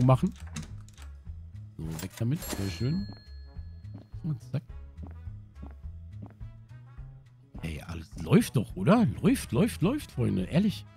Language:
German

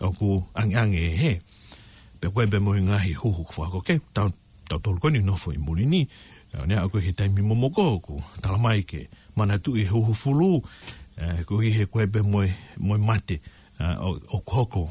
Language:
Tongan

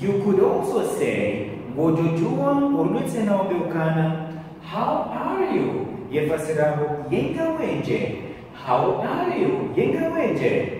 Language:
Ngazidja Comorian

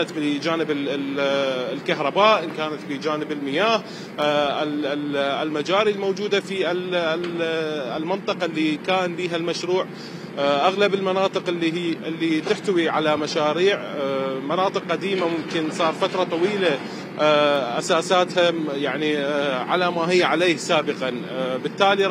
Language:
Mesopotamian Arabic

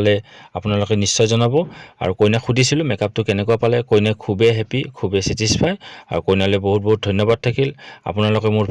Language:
Assamese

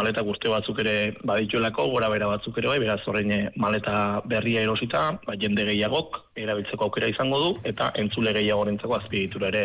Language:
Basque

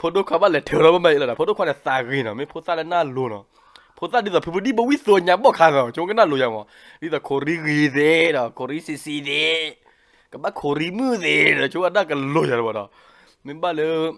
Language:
S'gaw Karen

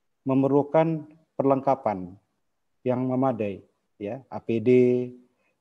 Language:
Indonesian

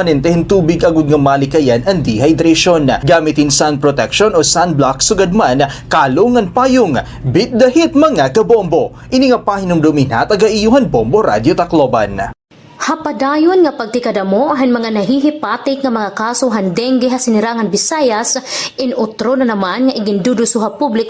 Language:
Waray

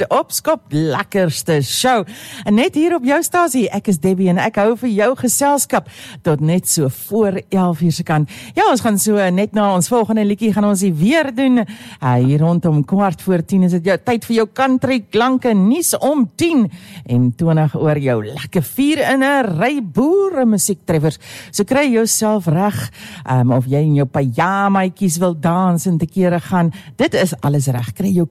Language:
Afrikaans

